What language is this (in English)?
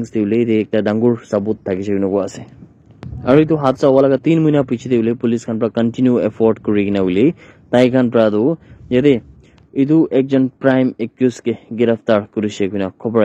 Naga Pidgin